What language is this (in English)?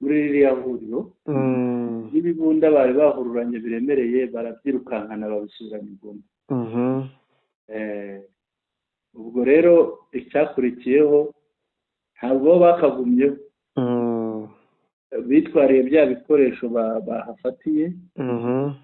Kinyarwanda